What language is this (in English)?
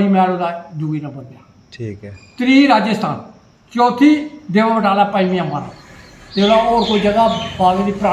Dogri